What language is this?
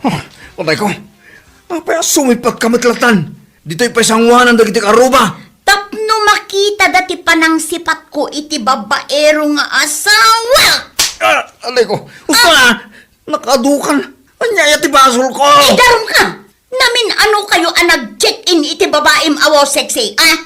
Iloko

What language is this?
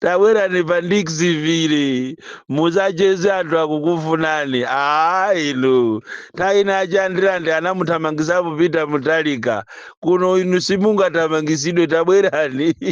Nyanja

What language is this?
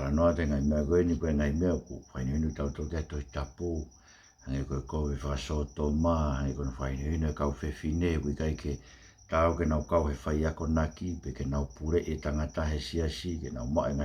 Tongan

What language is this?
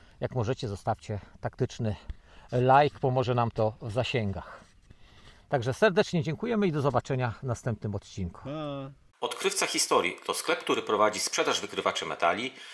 Polish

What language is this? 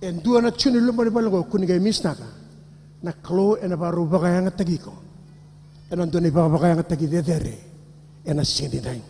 Fijian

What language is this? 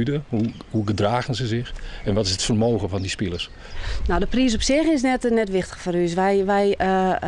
Western Frisian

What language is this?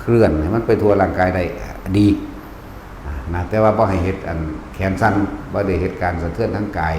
Northeastern Thai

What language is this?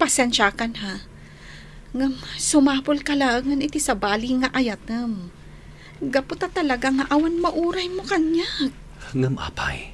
Iloko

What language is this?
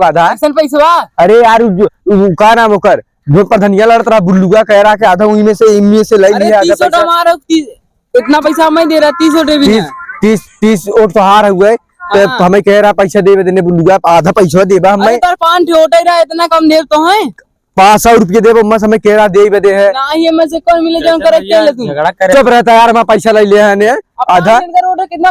Awadhi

